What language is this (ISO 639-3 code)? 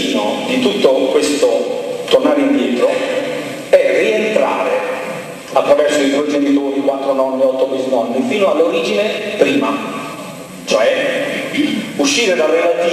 ita